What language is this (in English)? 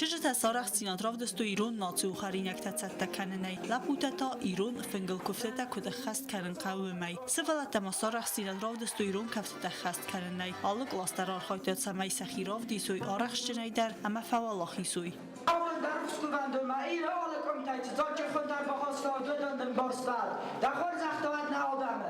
Ossetic